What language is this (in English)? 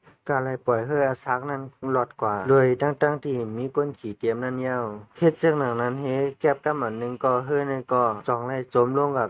Shan